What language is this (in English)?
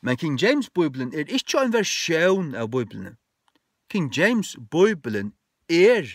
Faroese